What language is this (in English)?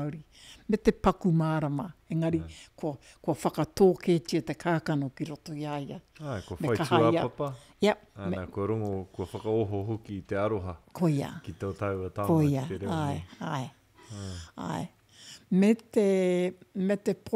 Māori